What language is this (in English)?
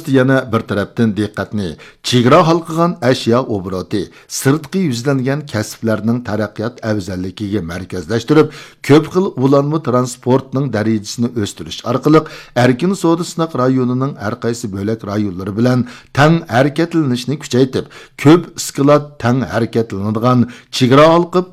Uyghur